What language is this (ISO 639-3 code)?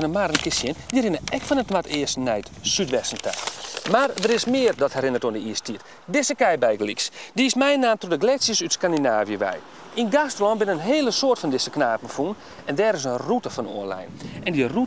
fry